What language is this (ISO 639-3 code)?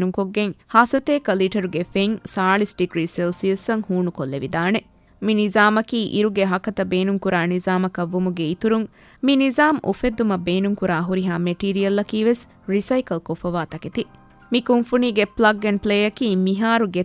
div